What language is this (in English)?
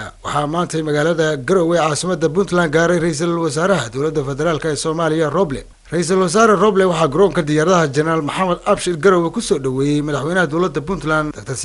Somali